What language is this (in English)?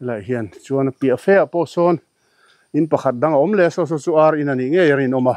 Mizo